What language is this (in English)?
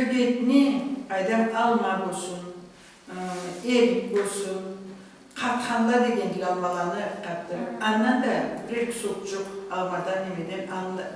Karachay-Balkar